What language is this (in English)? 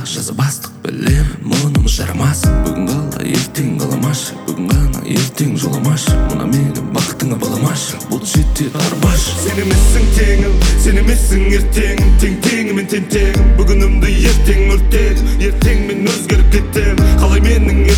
Kazakh